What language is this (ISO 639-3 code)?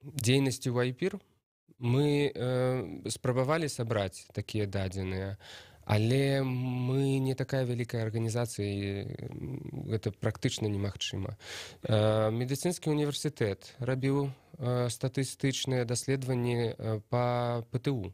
bel